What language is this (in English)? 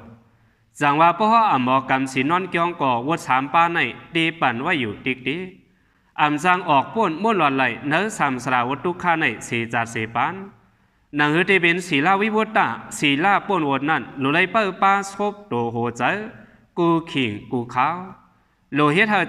Shan